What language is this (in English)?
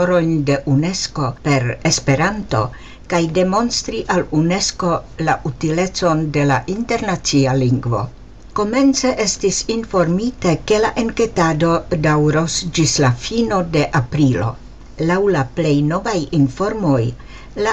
Esperanto